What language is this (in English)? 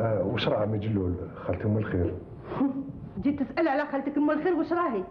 Algerian Arabic